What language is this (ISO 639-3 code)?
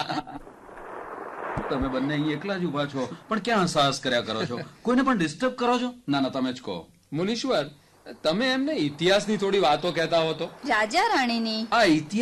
guj